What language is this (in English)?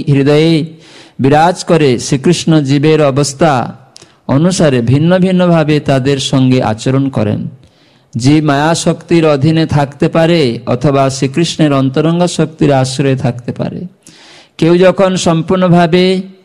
Bangla